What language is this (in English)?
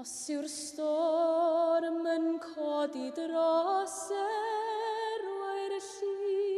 Welsh